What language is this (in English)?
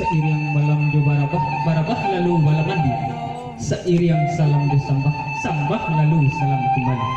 Minangkabau